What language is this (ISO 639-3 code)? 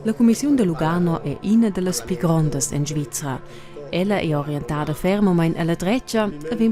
roh